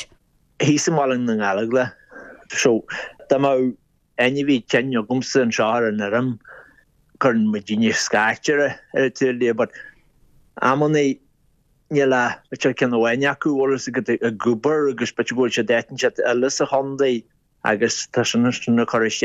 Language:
Irish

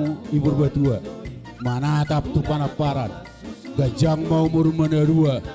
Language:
Batak Toba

